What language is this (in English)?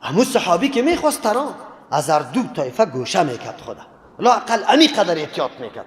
Persian